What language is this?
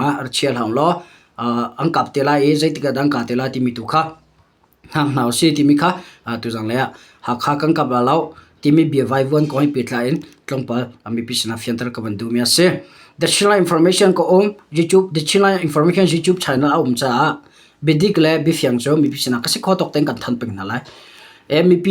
Hakha Chin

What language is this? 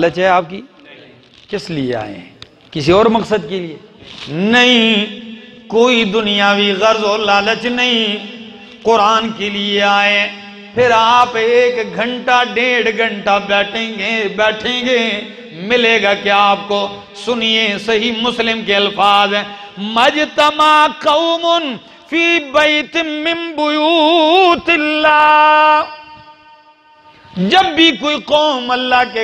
Urdu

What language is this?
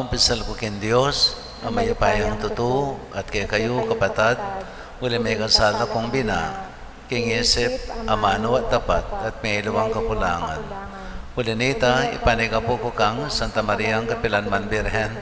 Pampanga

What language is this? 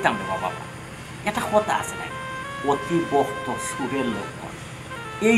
Sylheti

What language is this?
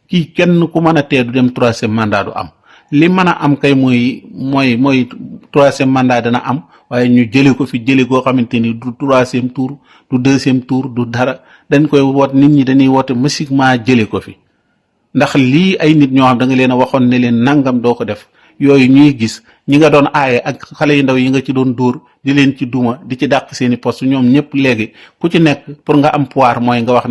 Wolof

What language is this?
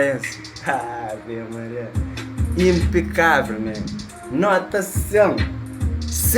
Kabuverdianu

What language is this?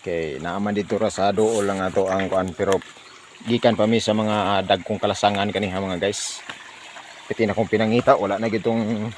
Cebuano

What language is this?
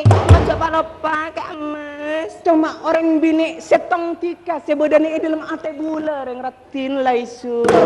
Madurese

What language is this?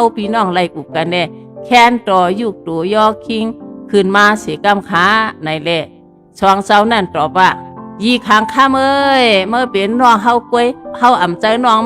Shan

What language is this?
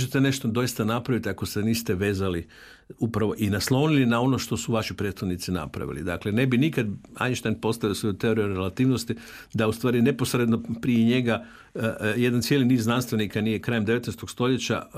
Croatian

